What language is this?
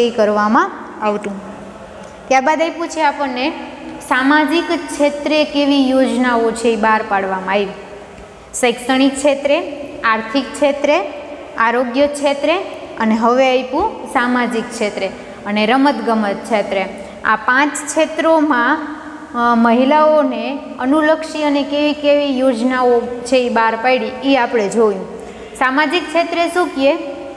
Gujarati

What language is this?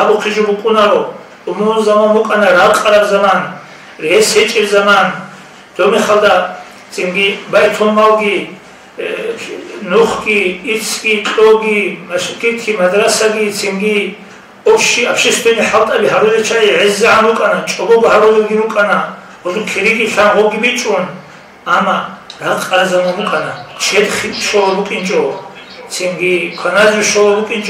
Avaric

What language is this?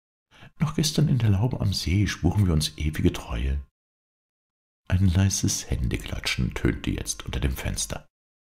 German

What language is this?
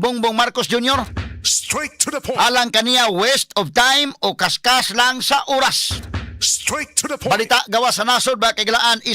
Cebuano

